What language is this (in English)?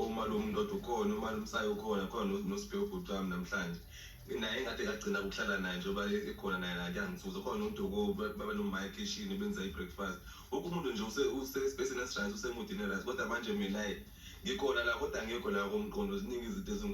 Zulu